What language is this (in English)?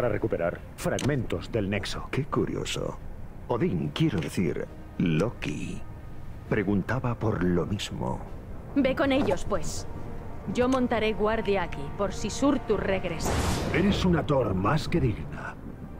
Spanish